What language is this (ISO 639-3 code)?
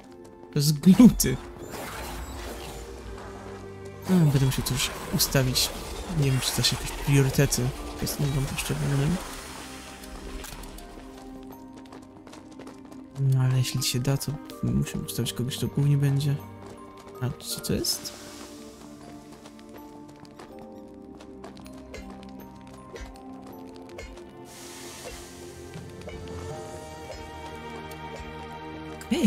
pol